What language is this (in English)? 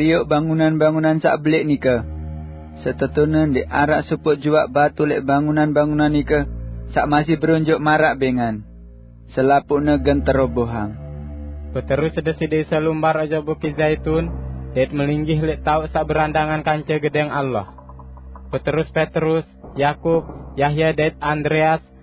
Sasak